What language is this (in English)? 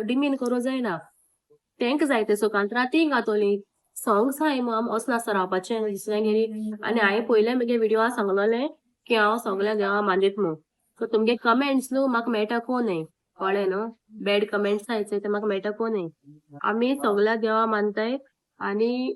Konkani